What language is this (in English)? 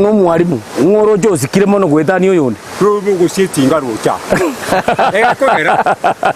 Gusii